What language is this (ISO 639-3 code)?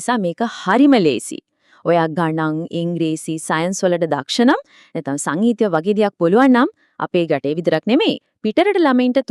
sin